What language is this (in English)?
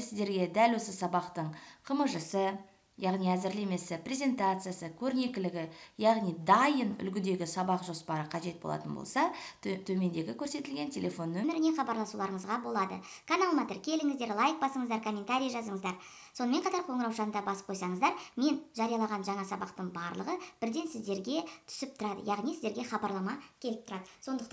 Kazakh